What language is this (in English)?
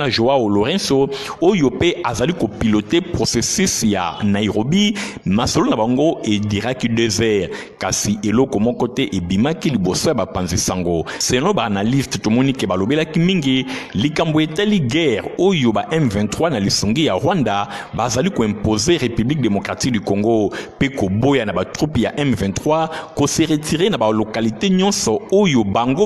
Lingala